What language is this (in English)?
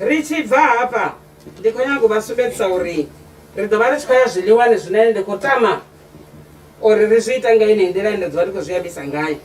Venda